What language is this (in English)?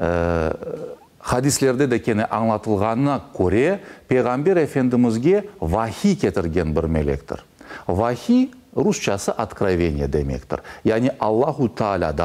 Crimean Tatar